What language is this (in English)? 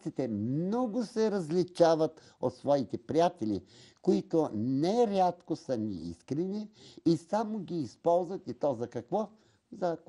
Bulgarian